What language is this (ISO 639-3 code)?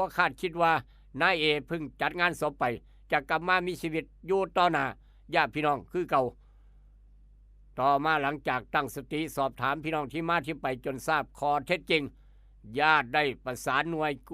lao